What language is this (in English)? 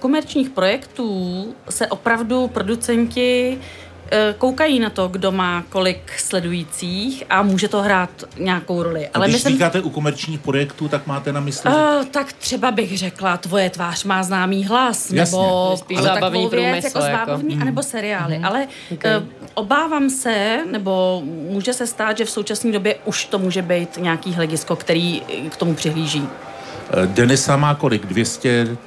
Czech